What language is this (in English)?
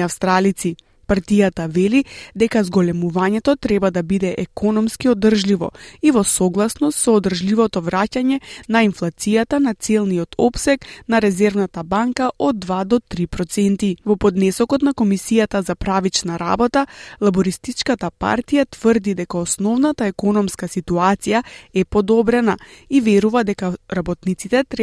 Macedonian